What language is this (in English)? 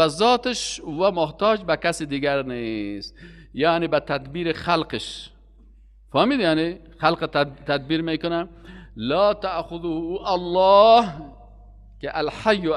Persian